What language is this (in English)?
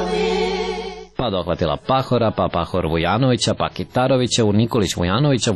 Serbian